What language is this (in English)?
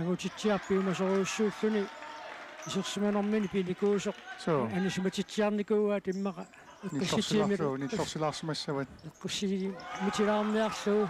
Kalaallisut